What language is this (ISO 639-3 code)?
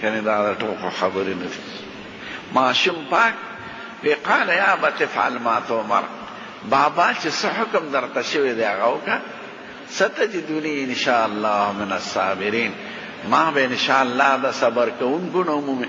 pus